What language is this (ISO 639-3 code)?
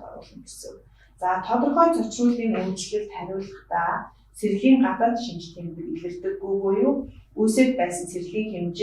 mon